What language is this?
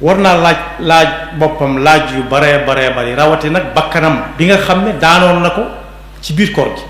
Wolof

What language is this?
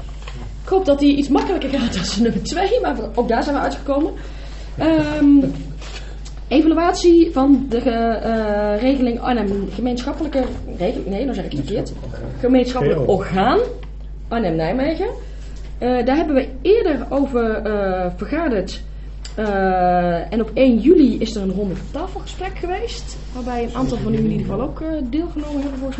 Dutch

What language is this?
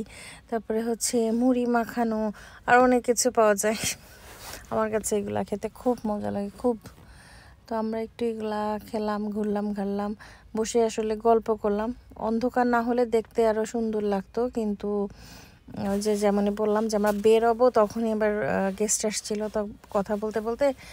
Bangla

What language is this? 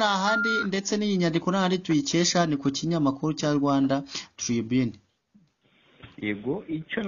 Kinyarwanda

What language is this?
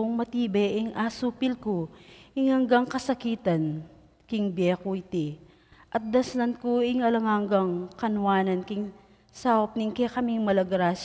Pampanga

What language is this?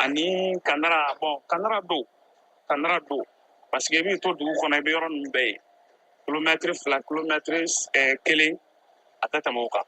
Bambara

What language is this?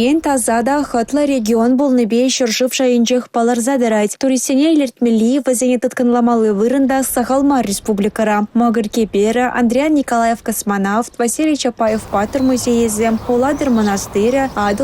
Chuvash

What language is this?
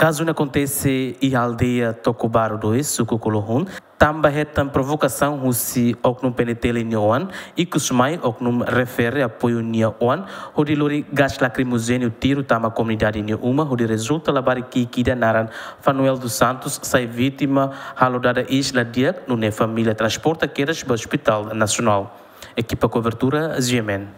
Tetum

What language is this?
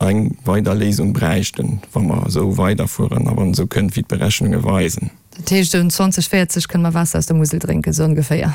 Luxembourgish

